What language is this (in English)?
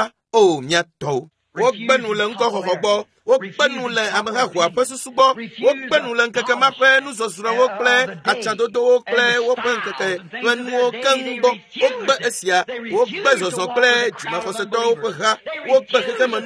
Ewe